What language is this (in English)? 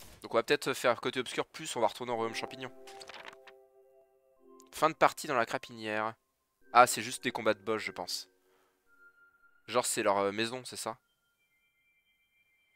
French